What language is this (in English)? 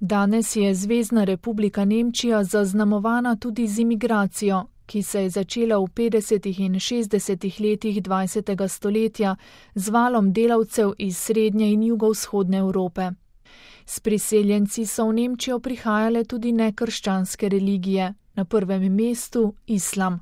Slovenian